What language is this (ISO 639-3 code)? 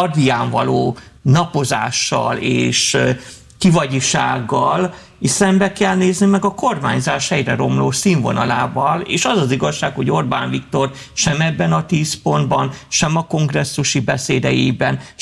hun